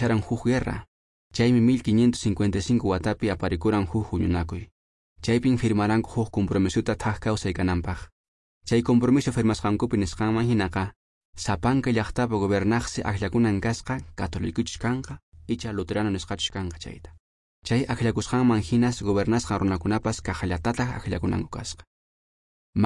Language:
Quechua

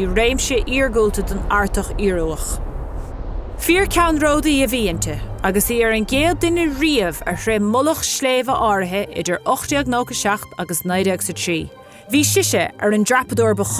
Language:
Irish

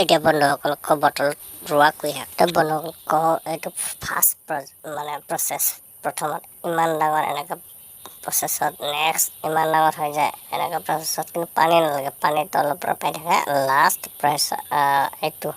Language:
Assamese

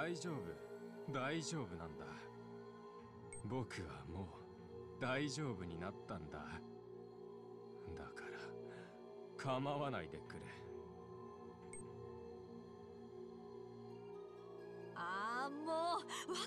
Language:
Japanese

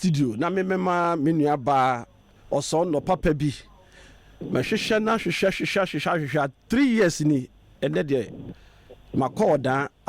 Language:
Akan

